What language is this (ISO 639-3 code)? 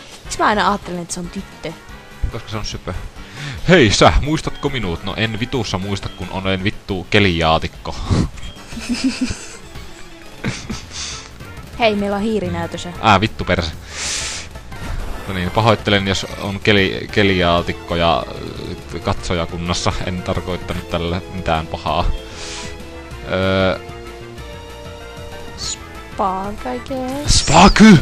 fin